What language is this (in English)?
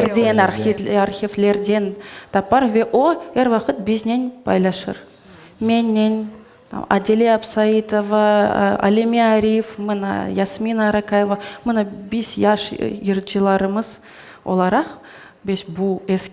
Crimean Tatar